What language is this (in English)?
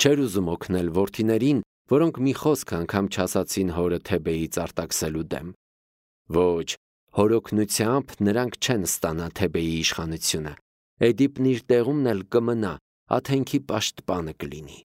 Armenian